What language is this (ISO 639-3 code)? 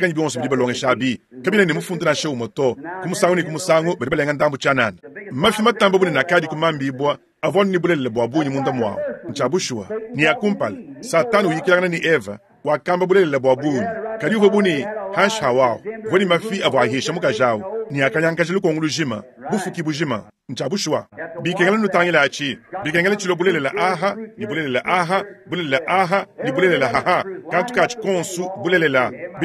lua